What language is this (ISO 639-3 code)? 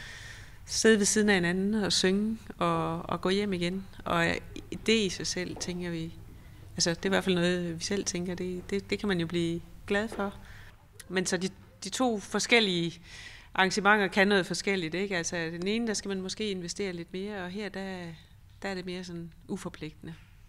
dan